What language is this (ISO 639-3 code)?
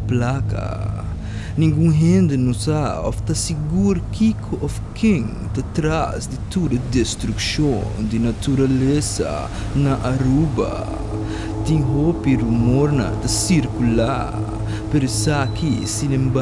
pap